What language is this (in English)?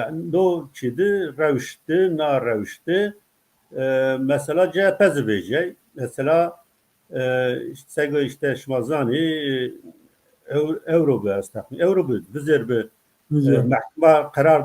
Zaza